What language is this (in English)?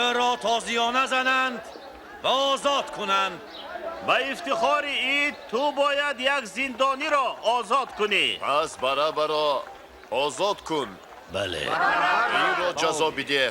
Tajik